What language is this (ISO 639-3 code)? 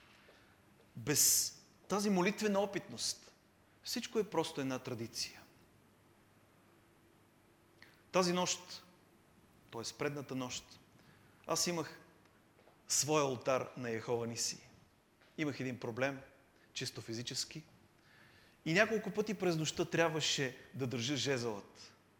bul